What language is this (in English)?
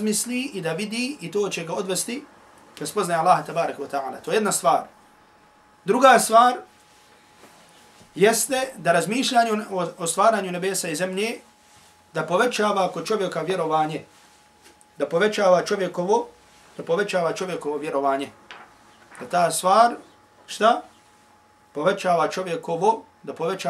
Bosnian